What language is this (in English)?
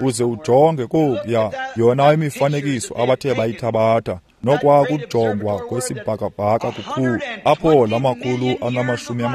Xhosa